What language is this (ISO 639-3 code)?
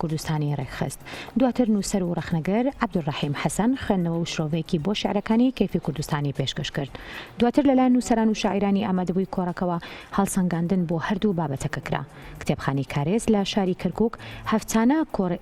ckb